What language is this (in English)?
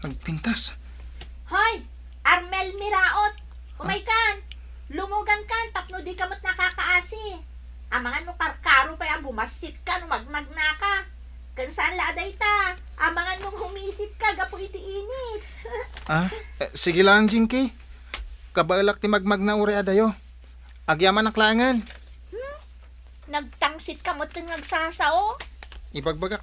Iloko